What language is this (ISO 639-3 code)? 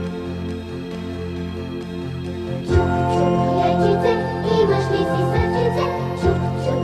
bul